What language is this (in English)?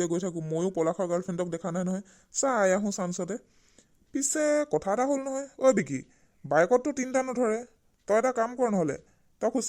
Assamese